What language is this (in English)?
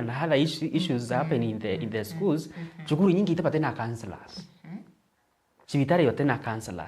Meru